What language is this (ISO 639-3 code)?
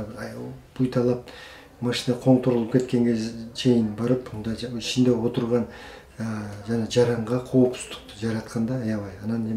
kir